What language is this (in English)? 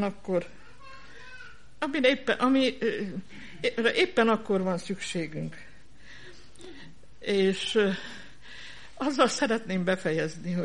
Hungarian